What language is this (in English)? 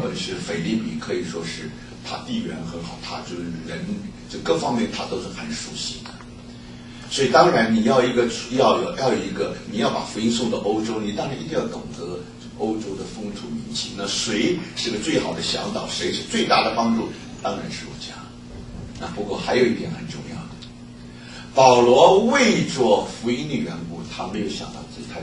Chinese